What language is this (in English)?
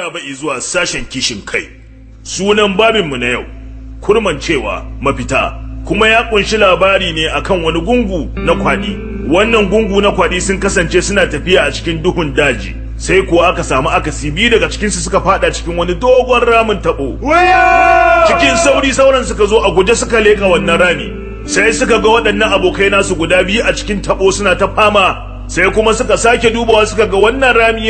Hausa